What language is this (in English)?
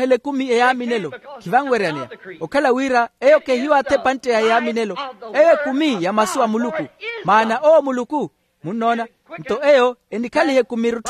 Makhuwa